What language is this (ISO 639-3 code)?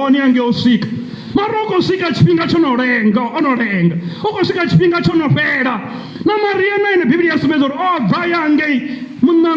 ven